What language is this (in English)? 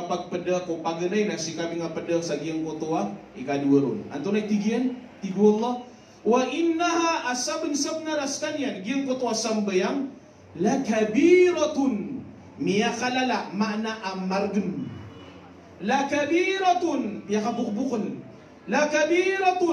Maranao